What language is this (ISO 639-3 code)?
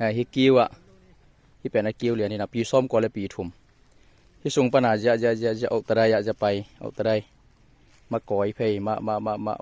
ctd